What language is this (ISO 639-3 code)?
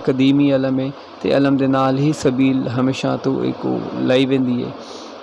skr